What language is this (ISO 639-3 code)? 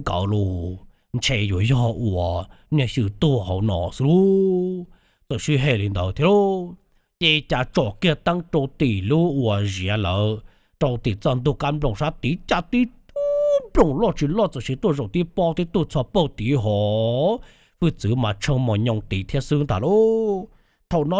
hmn